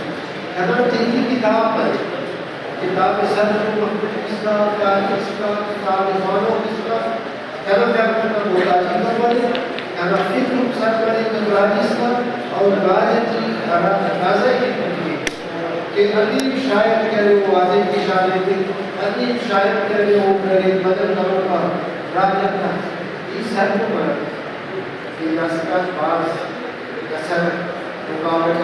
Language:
Brahui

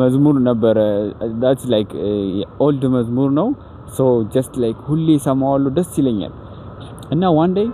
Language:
Amharic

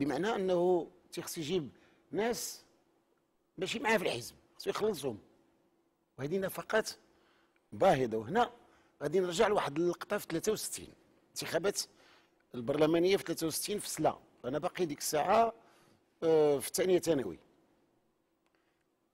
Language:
Moroccan Arabic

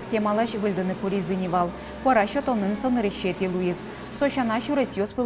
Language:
Udmurt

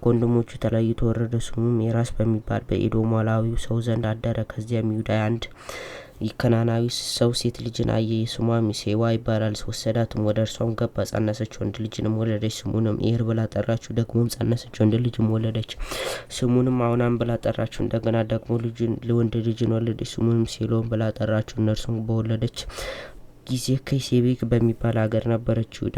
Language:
Amharic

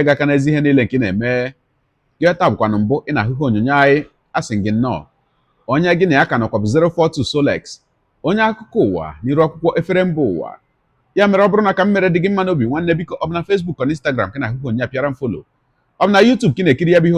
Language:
Igbo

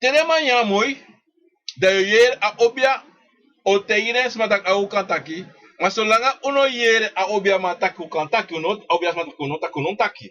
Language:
Sranan Tongo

